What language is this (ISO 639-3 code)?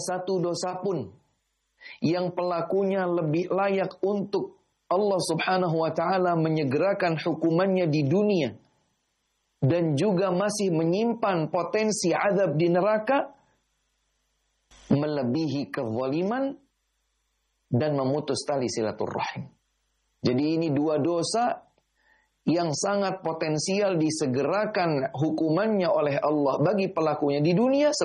ind